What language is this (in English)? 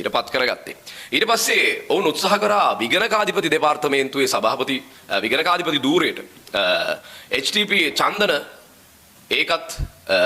Sinhala